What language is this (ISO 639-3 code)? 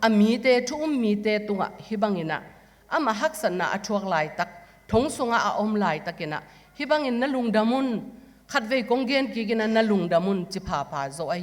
ctd